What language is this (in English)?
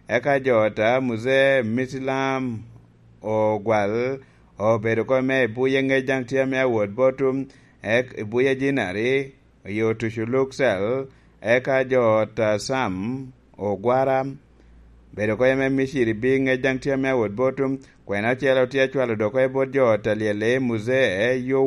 Lango (Uganda)